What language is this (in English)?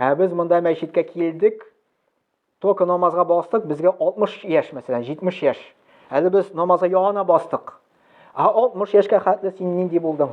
Tatar